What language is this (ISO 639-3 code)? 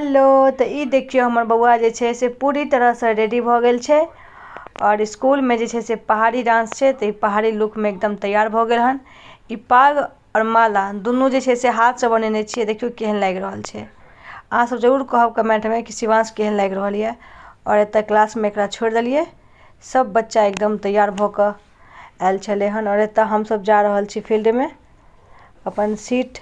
mai